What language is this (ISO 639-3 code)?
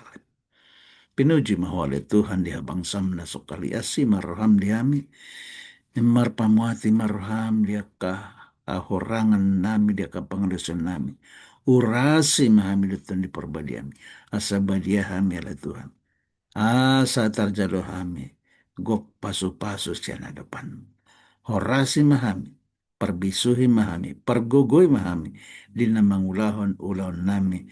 bbc